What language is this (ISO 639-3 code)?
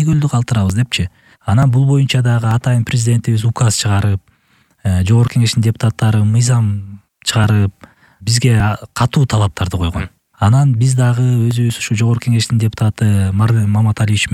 kir